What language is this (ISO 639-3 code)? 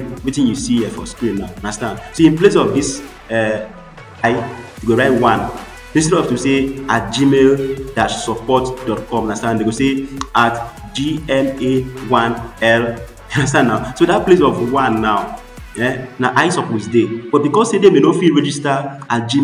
pcm